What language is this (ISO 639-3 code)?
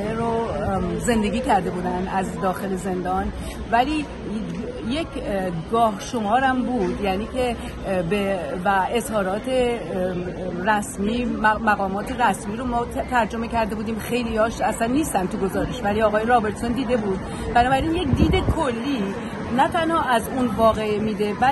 fas